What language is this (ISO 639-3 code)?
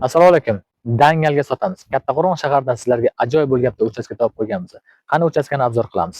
uzb